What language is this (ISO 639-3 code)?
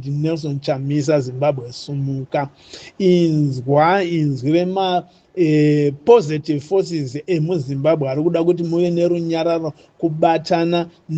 sna